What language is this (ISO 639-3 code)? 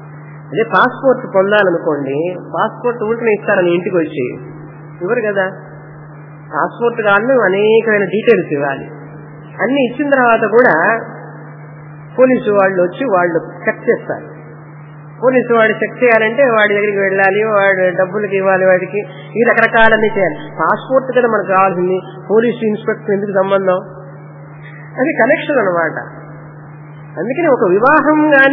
tel